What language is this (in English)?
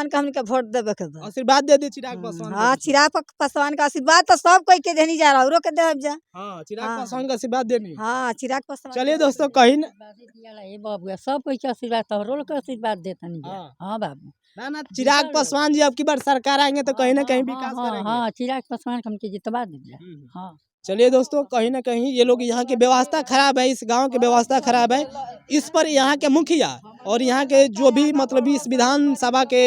Bhojpuri